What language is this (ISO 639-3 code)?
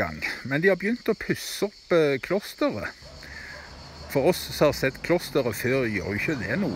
nor